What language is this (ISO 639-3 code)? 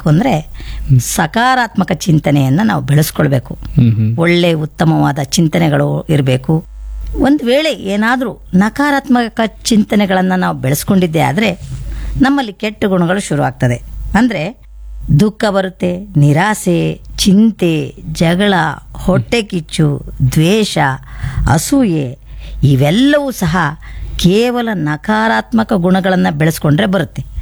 kan